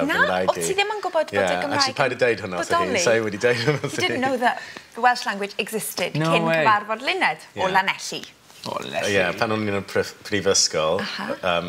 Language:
Welsh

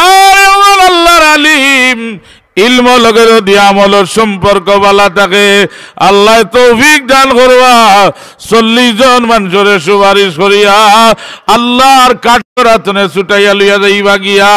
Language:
Sylheti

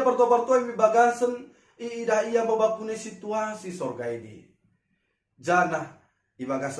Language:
Batak Dairi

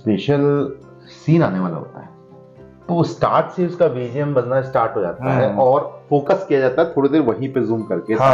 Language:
Hindi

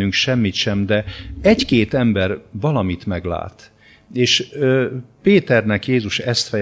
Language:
Hungarian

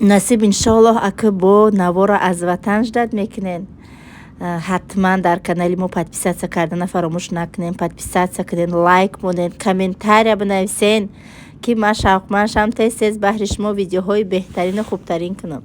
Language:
Tajik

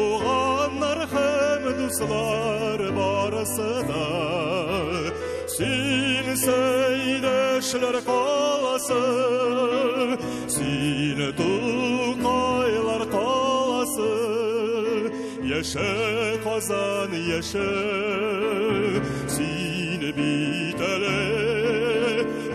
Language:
Tatar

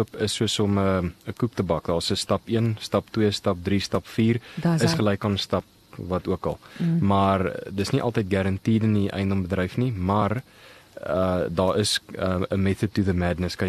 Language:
Afrikaans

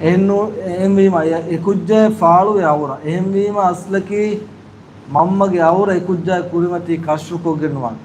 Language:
Divehi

